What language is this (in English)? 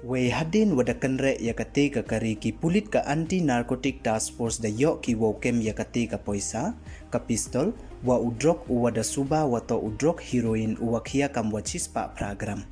Pnar